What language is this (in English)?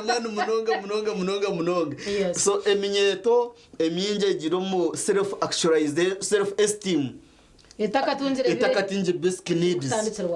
Nyankole